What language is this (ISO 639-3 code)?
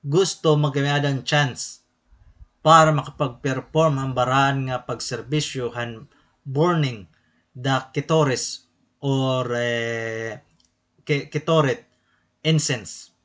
war